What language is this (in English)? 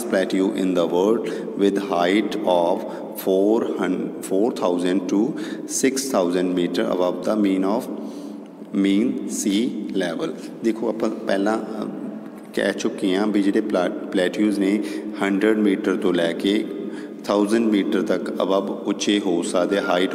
Punjabi